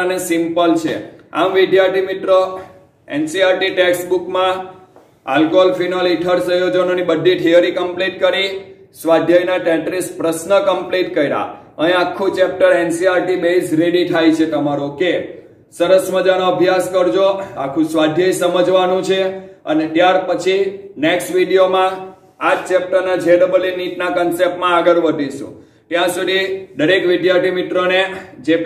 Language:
Gujarati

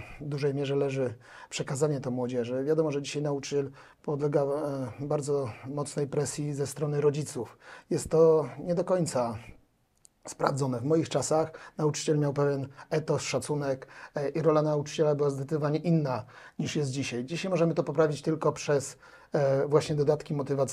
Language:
Polish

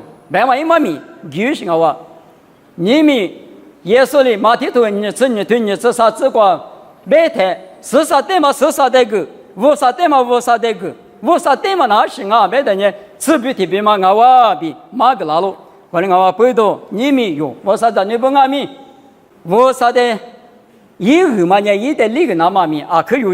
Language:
Lisu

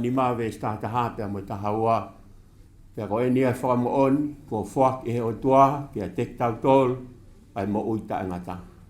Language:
Tongan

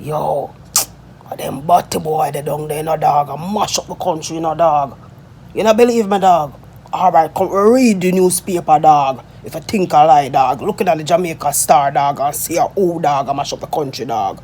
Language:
Jamaican Creole English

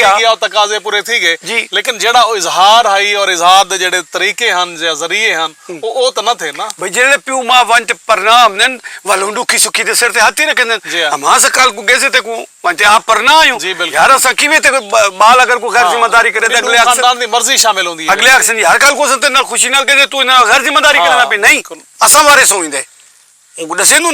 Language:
Saraiki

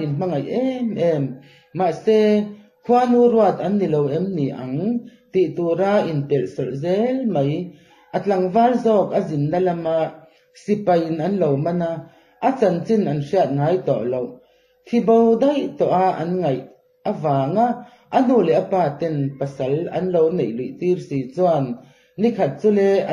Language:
Mizo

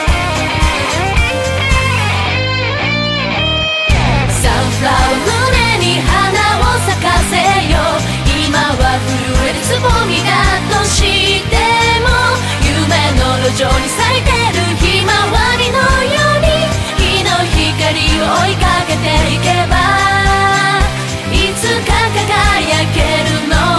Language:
Japanese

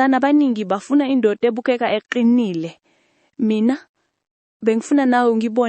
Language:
Zulu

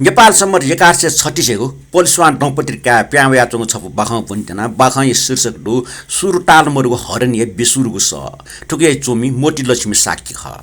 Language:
Newari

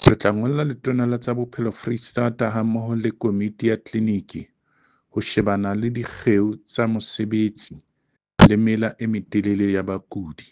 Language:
Southern Sotho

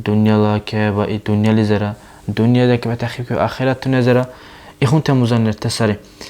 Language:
Dargwa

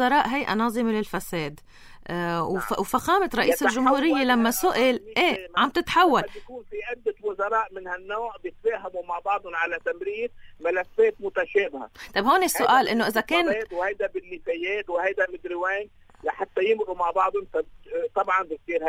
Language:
North Levantine Arabic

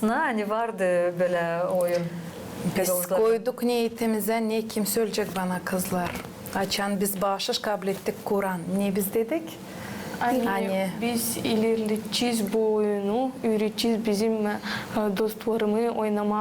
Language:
Gagauz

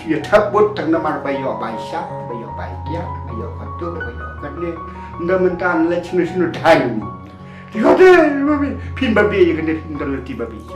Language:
Khasi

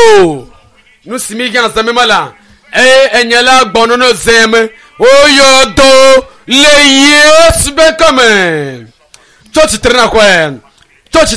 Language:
Ewe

